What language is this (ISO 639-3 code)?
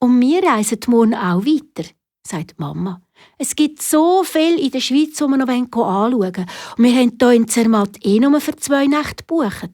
gsw